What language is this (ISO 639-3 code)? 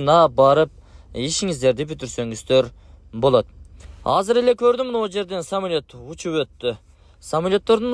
kir